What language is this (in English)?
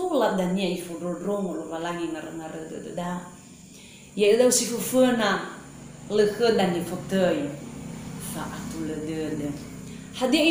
Nias